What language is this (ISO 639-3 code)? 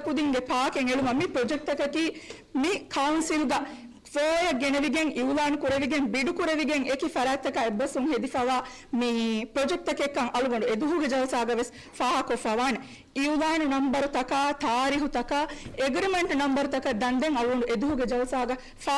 div